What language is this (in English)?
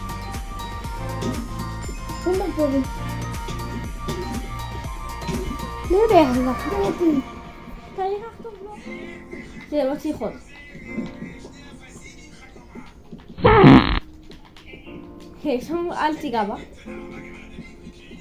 Hebrew